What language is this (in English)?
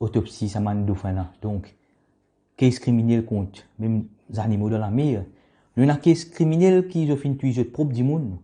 Morisyen